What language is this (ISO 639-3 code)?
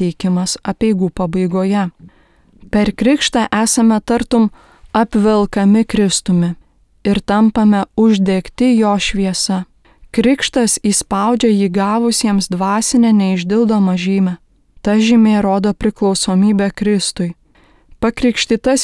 lit